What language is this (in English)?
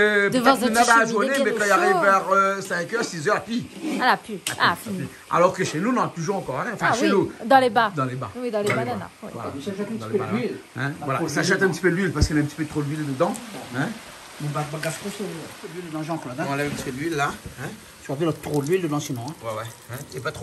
Réunion Creole French